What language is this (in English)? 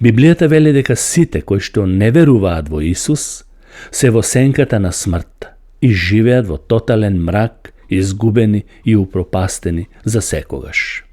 Macedonian